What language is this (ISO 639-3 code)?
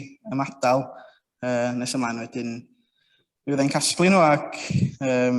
cym